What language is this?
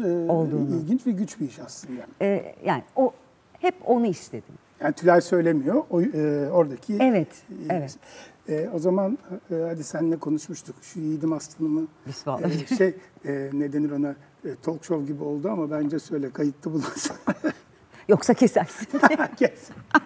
Turkish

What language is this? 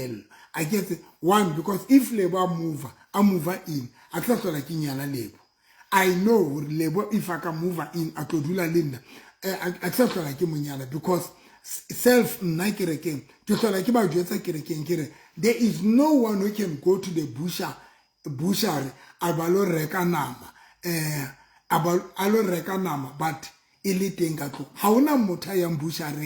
Southern Sotho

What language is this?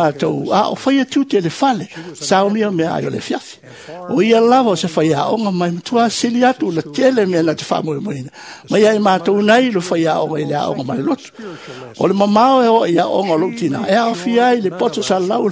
Samoan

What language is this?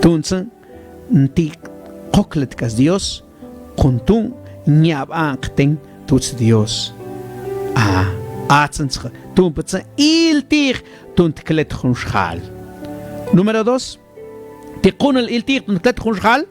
Mam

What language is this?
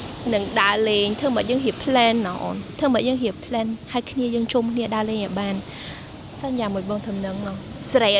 Khmer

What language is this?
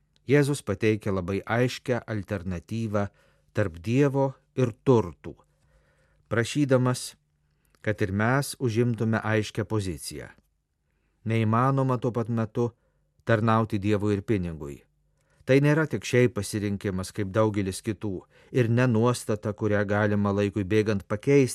Lithuanian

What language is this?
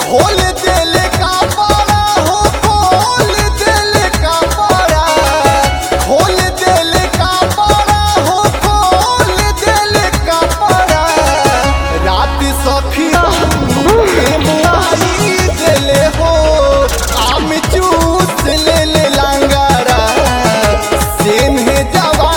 Bhojpuri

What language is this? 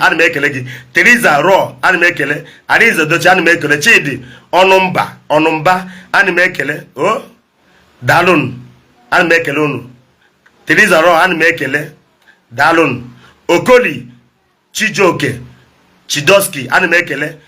Igbo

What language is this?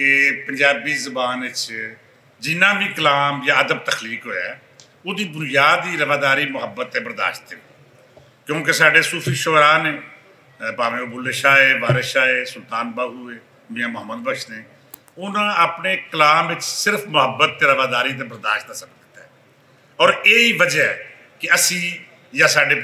Western Panjabi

